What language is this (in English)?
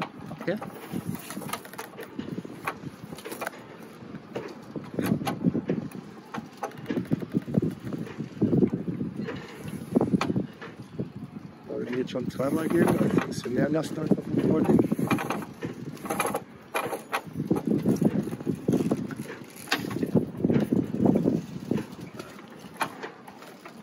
German